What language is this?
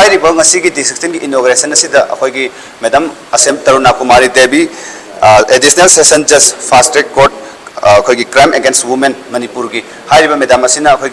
Manipuri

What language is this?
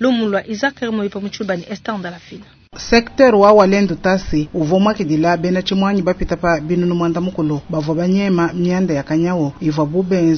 Luba-Lulua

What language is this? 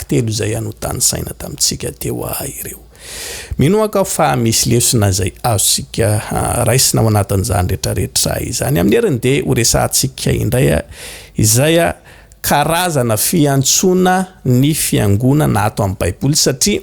Malagasy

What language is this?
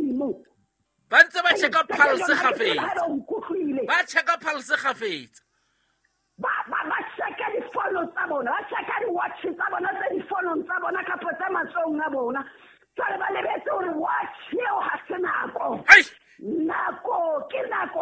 Southern Sotho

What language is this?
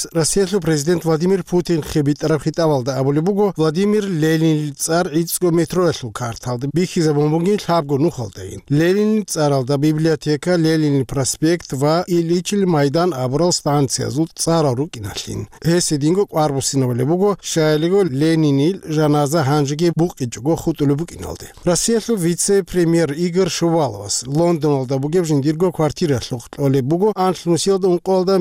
Avaric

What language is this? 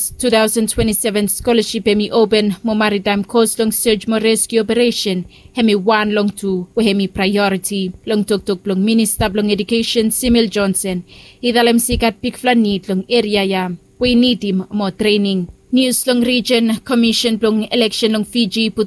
Bislama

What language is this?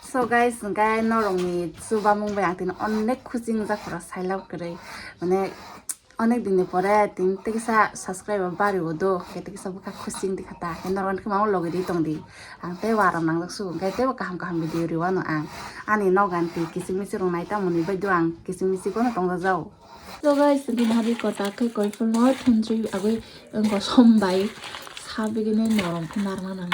Kok Borok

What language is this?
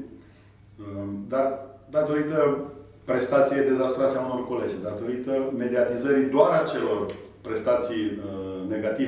Romanian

